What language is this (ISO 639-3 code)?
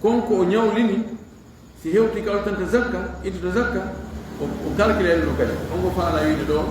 ful